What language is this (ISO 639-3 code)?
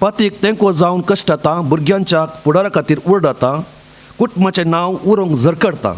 kok